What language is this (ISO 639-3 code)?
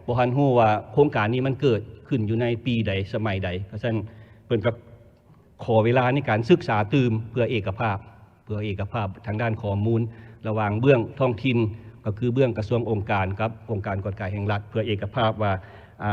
lao